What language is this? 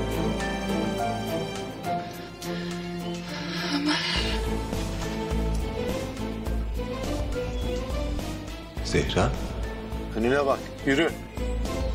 Turkish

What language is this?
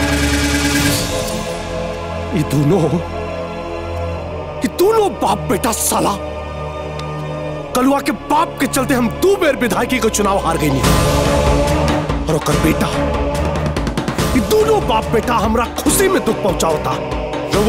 Bhojpuri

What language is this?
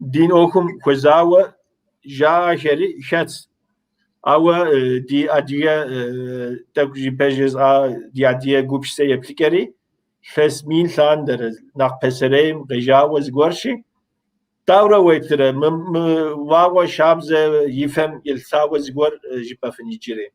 Kabardian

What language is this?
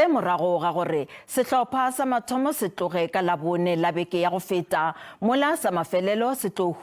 Northern Sotho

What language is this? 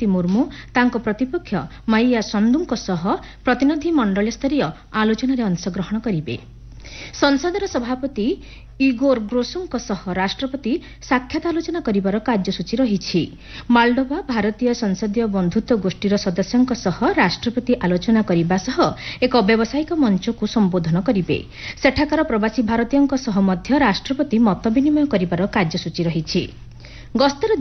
Odia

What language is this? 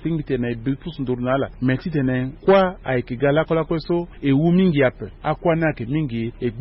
Sango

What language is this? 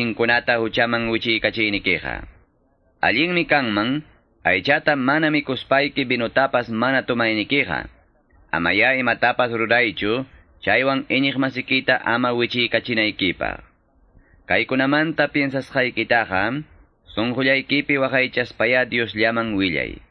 Quechua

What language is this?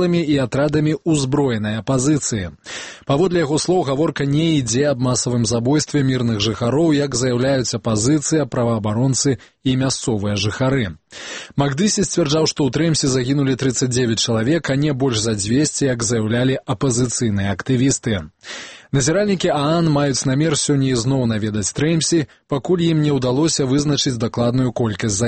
Belarusian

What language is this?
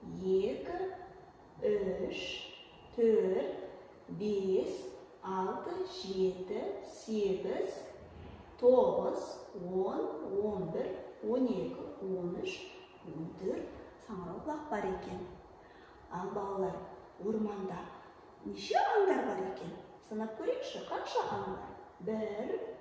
Kazakh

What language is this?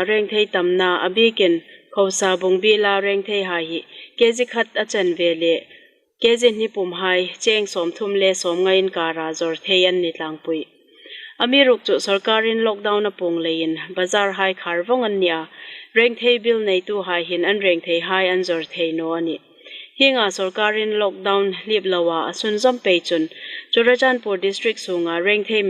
Hmar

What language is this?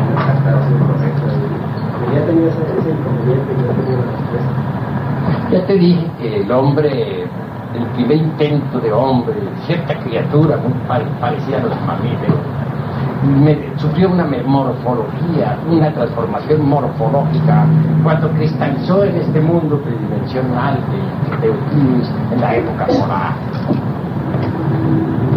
Spanish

